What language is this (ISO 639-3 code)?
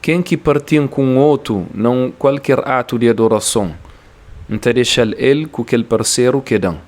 kea